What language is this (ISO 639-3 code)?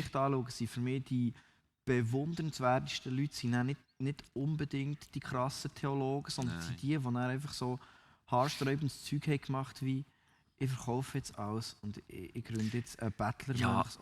gsw